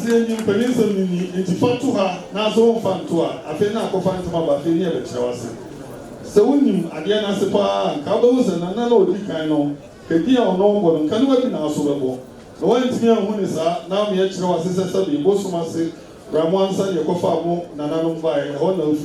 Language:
Akan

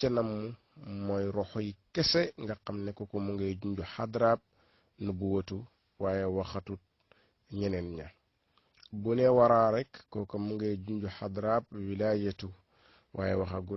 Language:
Wolof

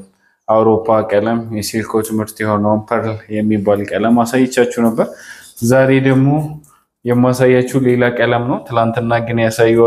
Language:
Amharic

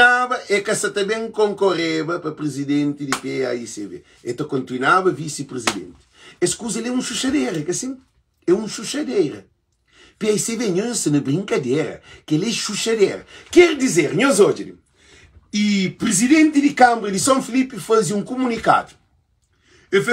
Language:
Kabuverdianu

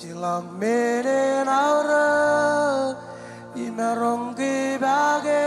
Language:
Marshallese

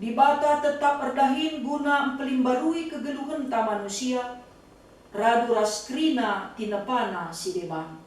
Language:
Batak Karo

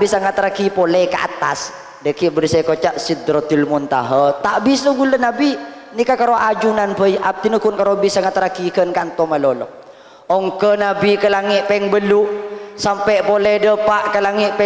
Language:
Madurese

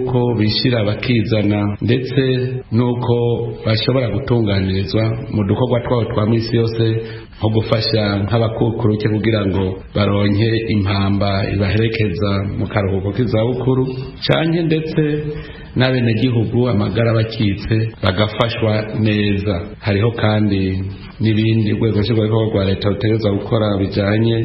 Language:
Rundi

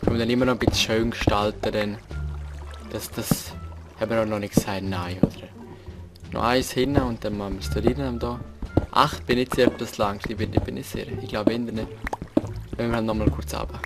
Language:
Swiss German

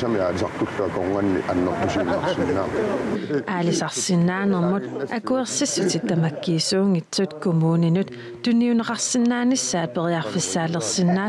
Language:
Kalaallisut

